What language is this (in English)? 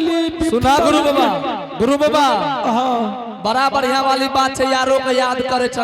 Angika